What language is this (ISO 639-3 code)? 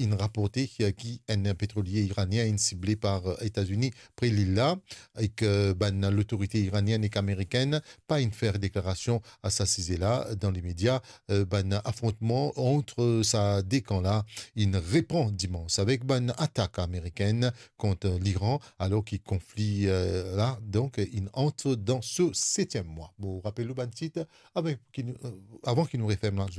mfe